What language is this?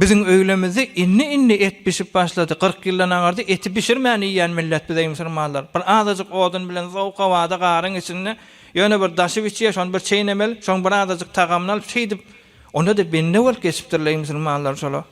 Turkmen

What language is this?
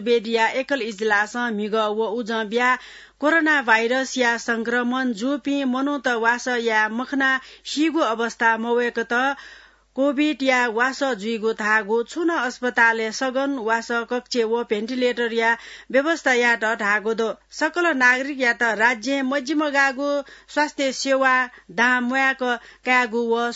Newari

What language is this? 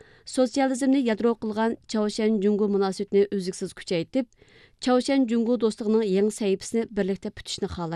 Uyghur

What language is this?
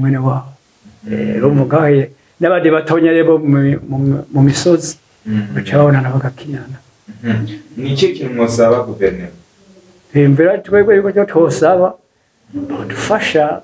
Rundi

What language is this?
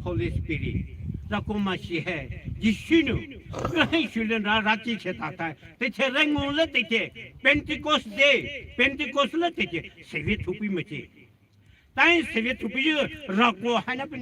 Poumei Naga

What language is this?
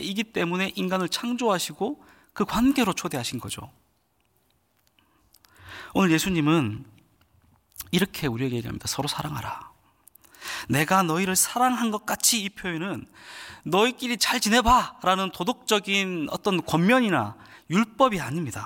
Korean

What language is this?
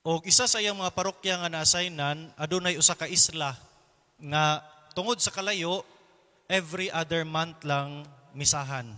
Cebuano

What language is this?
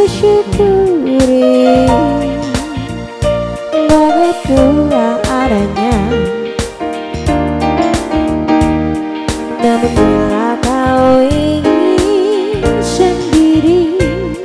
Indonesian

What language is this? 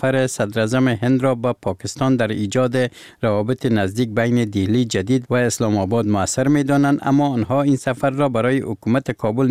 Persian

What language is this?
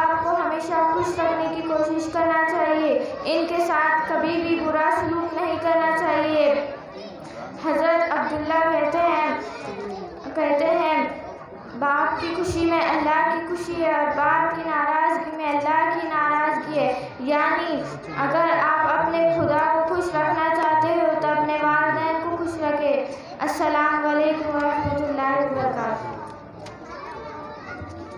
Urdu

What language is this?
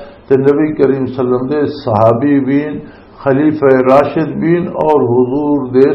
Western Panjabi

